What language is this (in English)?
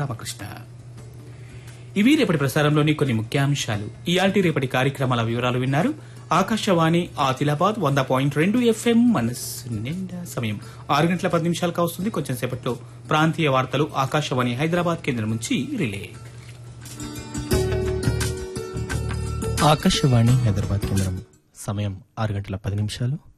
Telugu